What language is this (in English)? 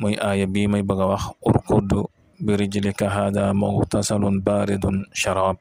Wolof